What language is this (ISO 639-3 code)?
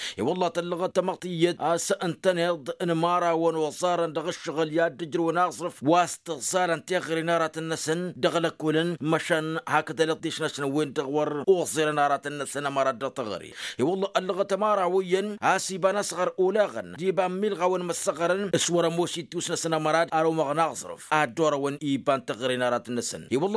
taq